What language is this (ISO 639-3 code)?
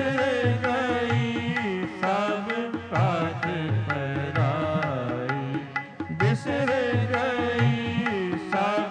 pan